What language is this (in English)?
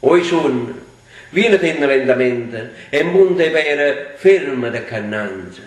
Neapolitan